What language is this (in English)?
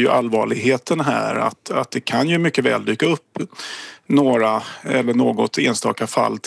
Swedish